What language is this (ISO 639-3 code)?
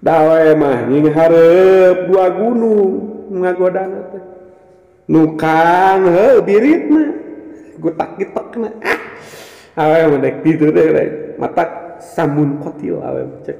sun